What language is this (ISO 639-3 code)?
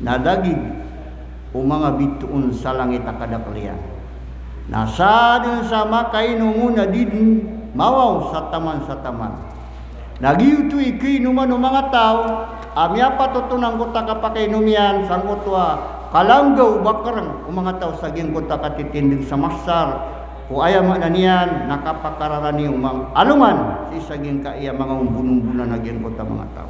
mrw